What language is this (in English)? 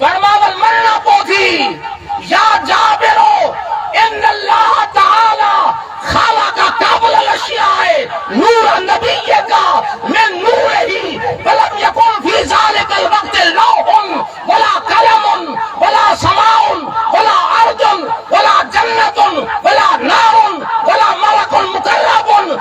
Saraiki